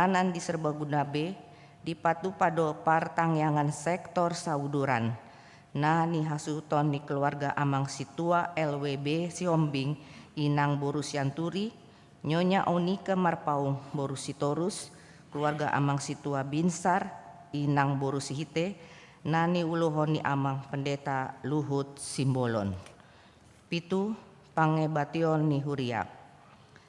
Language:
Batak Toba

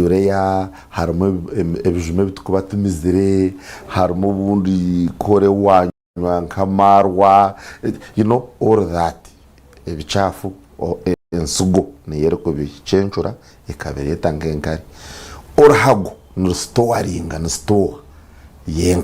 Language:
Nyankole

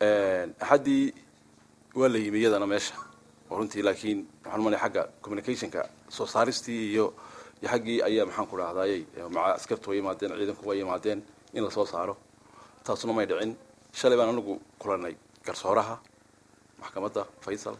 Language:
Somali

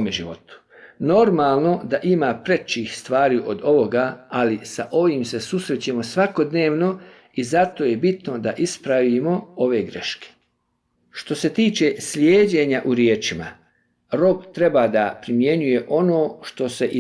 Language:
Bosnian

